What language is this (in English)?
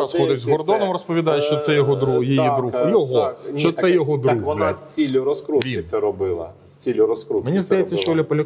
Ukrainian